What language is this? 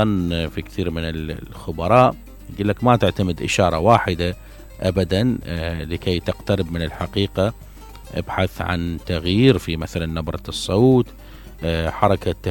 Mesopotamian Arabic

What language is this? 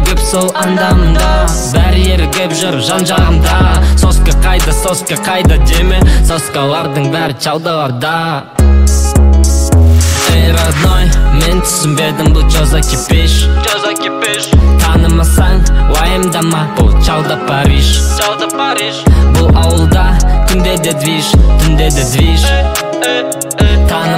Kazakh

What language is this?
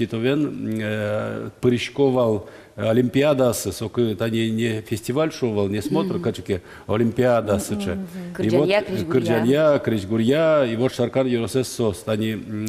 Udmurt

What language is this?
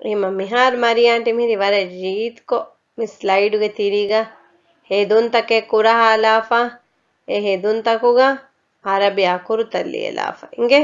Divehi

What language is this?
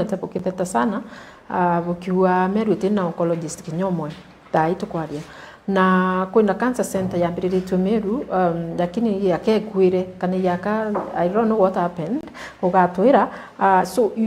Meru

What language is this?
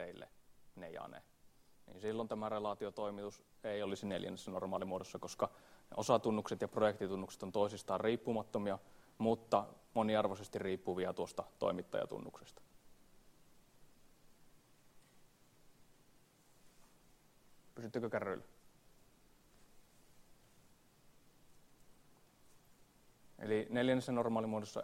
Finnish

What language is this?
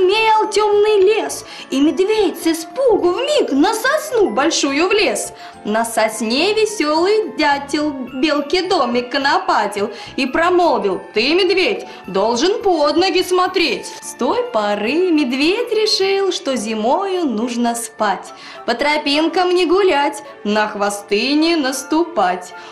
Russian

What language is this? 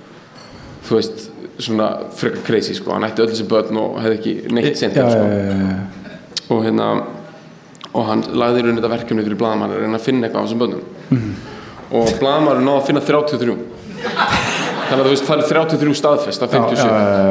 Icelandic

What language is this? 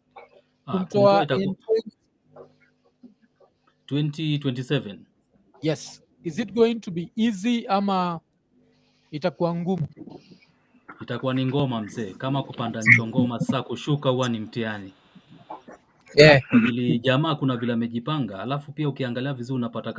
Swahili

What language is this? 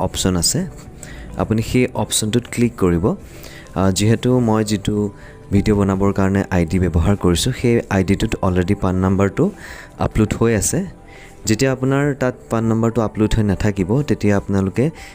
Assamese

